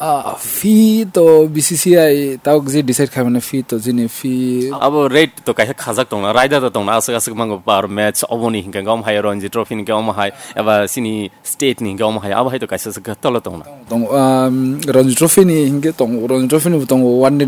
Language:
Kok Borok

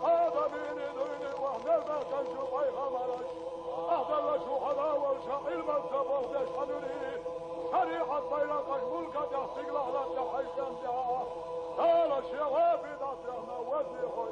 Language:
Chechen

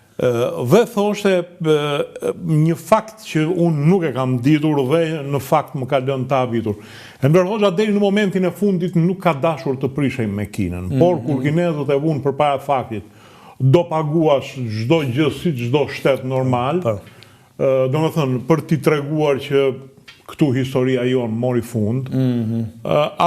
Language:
Albanian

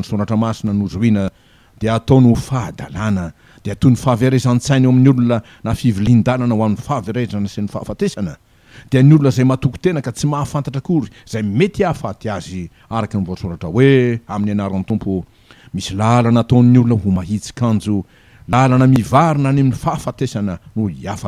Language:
Malagasy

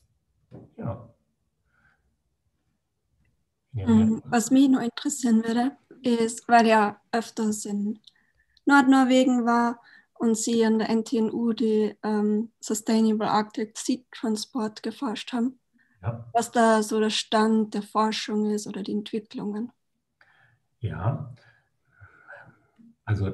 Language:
German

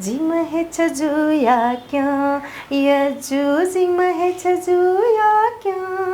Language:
Newari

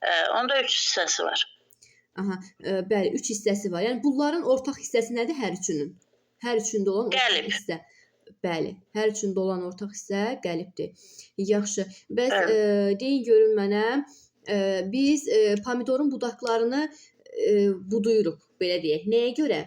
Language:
Azerbaijani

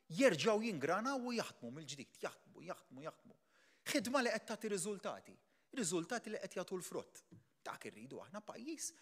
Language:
Maltese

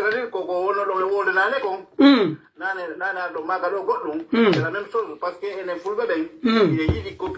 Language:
Pular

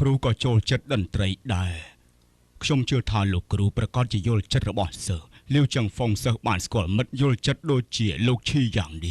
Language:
Khmer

